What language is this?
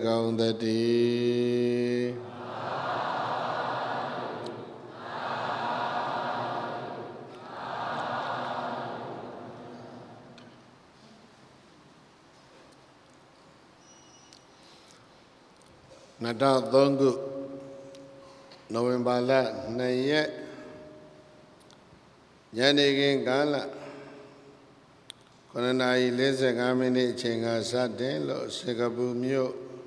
Burmese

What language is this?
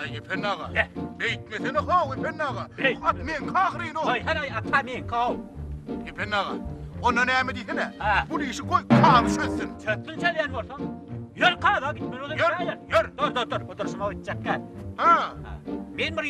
Turkmen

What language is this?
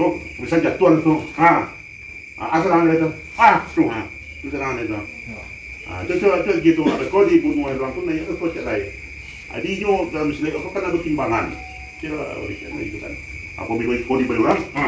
Minangkabau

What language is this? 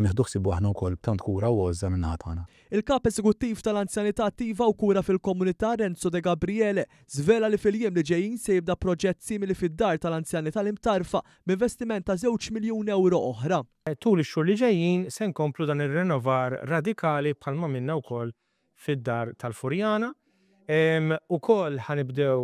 Maltese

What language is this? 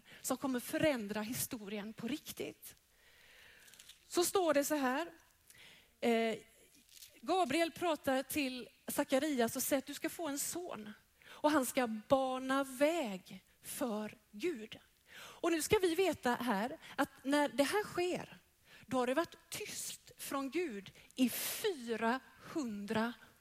Swedish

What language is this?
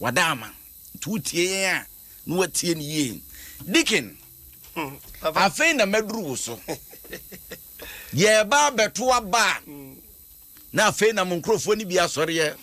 Akan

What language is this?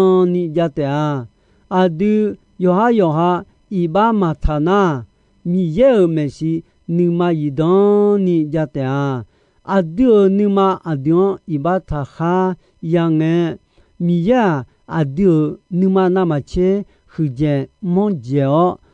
Akha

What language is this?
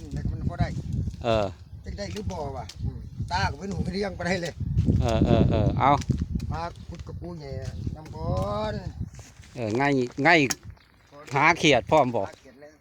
Northeastern Thai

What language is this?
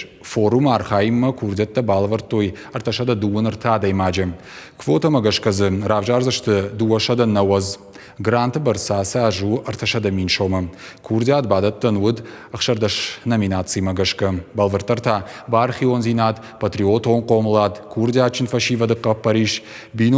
Ossetic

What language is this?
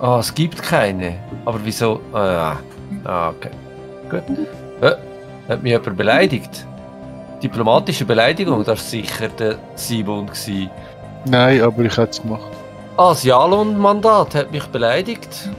Swiss German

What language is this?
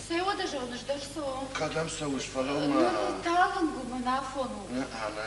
Ossetic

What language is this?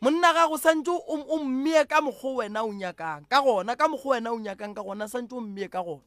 Northern Sotho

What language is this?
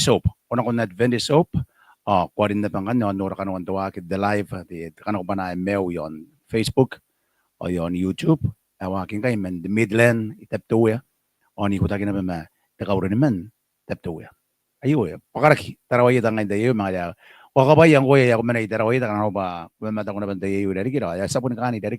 Gilbertese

